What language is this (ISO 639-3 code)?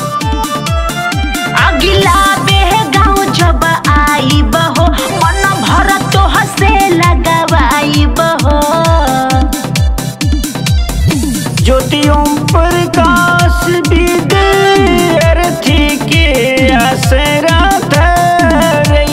bho